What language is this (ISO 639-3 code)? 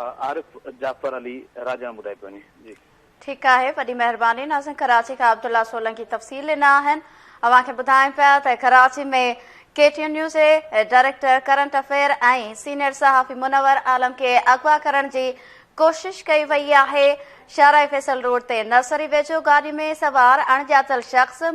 snd